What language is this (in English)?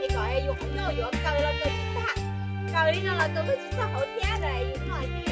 Hmong